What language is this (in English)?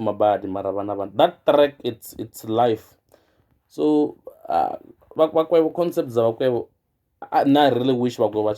Venda